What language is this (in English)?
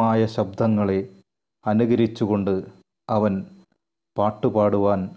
Malayalam